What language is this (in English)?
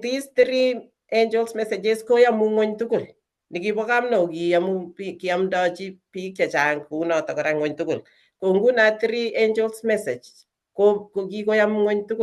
Kalenjin